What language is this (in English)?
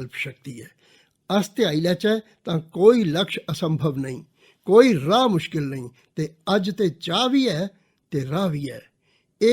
Dogri